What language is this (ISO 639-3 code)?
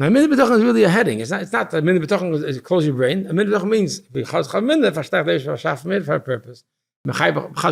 yid